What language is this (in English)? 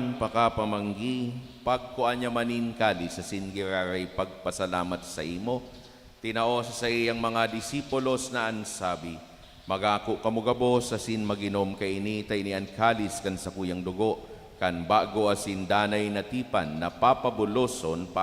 Bikol